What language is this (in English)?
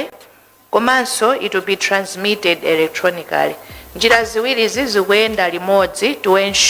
Nyanja